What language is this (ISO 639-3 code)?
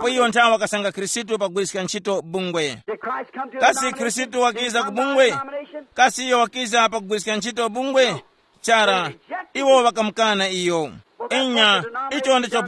tum